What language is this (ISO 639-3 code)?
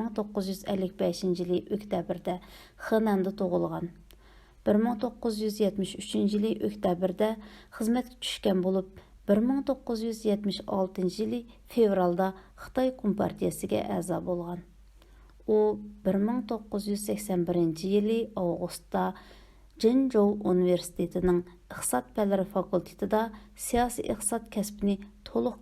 uig